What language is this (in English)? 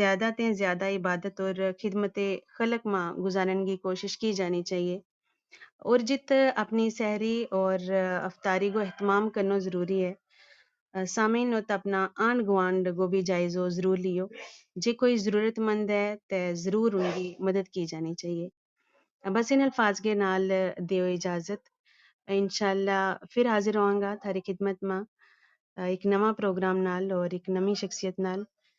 Gujari